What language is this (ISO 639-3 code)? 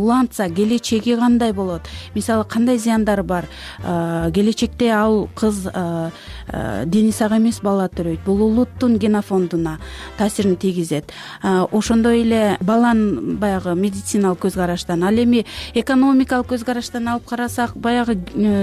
kir